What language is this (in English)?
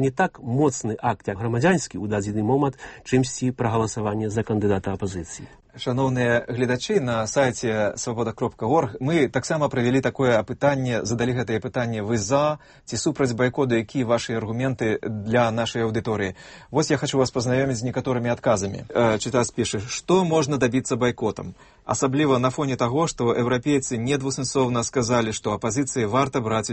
Belarusian